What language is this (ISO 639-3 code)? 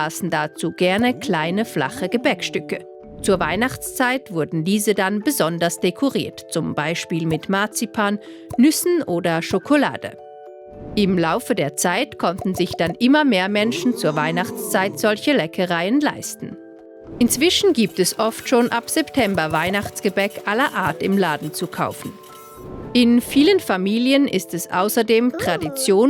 gsw